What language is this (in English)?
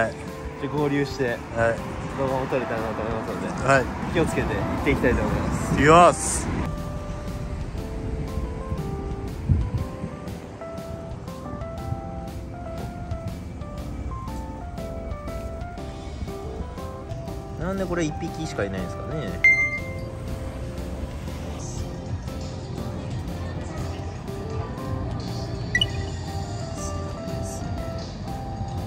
Japanese